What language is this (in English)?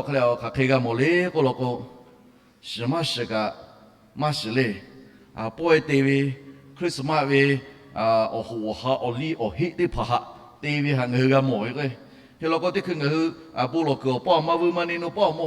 Lahu